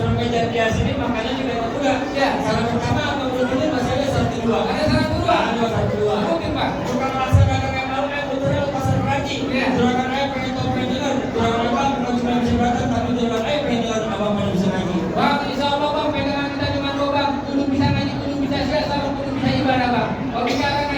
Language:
Betawi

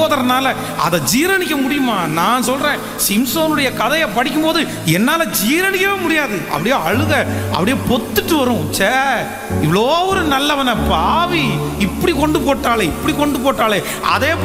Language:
Tamil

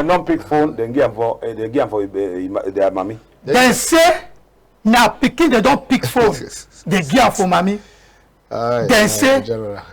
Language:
Cameroon Pidgin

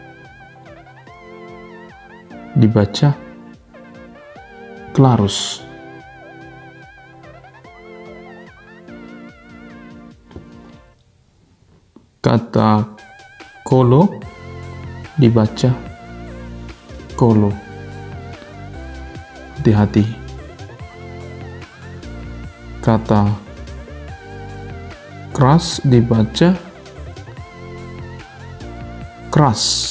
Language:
Indonesian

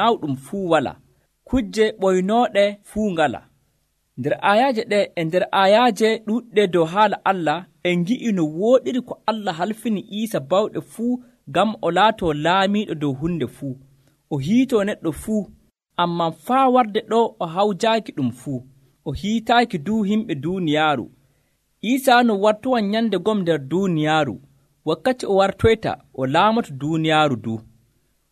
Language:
Nigerian Fulfulde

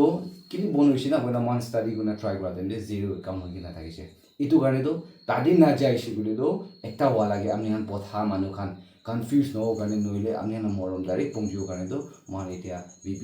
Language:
Naga Pidgin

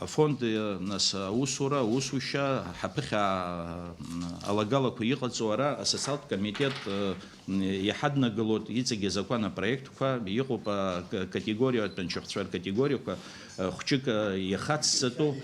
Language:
Abkhazian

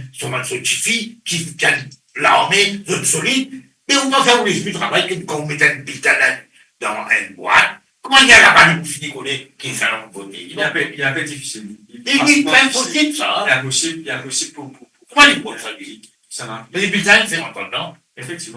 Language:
Morisyen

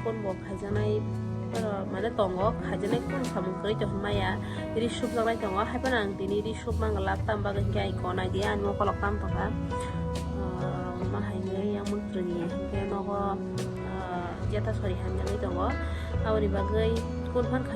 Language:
Kok Borok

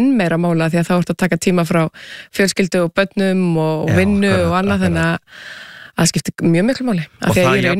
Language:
Icelandic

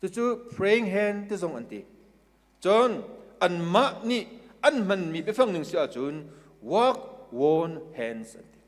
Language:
Hakha Chin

